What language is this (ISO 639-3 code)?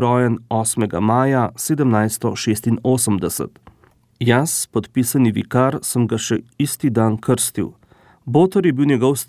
slv